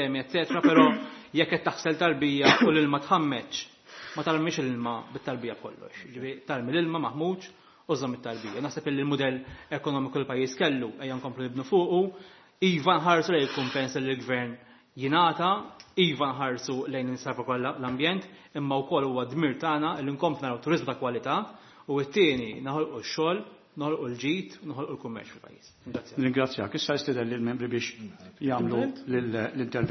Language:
Maltese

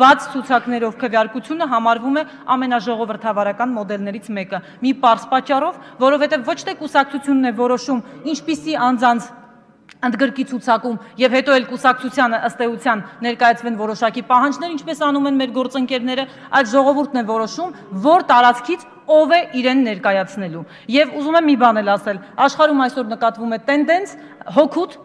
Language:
Armenian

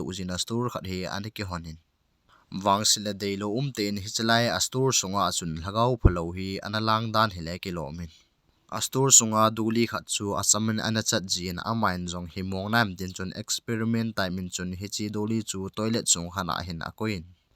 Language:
Thado Chin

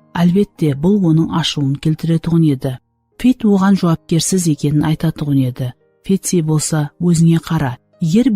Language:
Kara-Kalpak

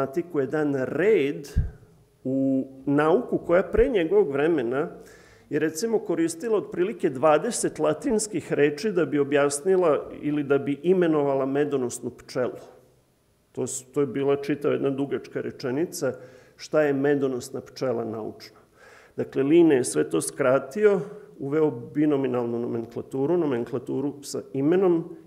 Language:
Serbian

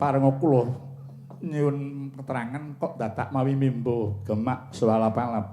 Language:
Javanese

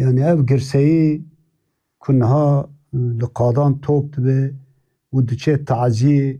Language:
Kurdish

